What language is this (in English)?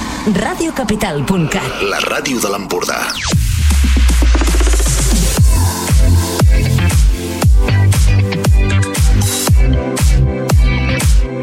Catalan